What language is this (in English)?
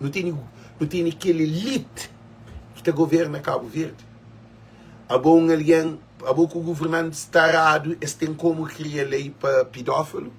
Kabuverdianu